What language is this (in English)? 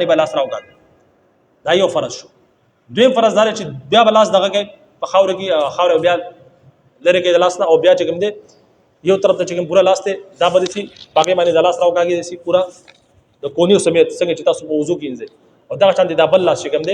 Pashto